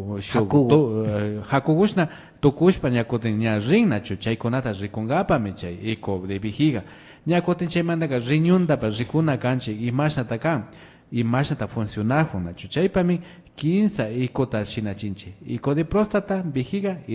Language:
Imbabura Highland Quichua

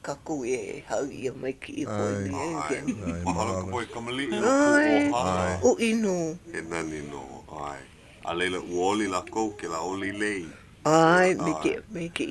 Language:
Hawaiian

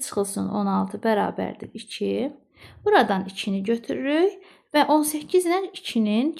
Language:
Azerbaijani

